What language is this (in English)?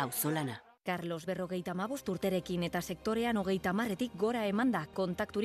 Basque